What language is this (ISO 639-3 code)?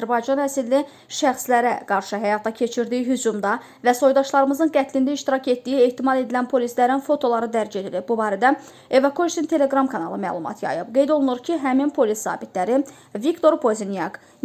aze